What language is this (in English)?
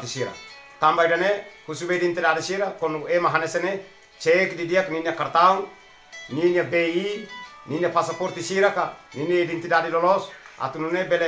Tetum